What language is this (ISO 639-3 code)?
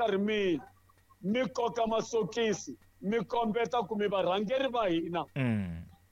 tso